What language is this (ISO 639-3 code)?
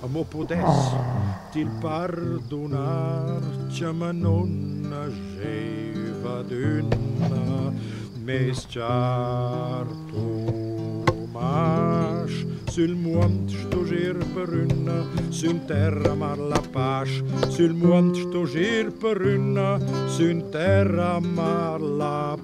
roh